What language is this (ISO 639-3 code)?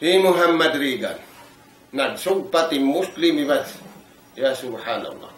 tsg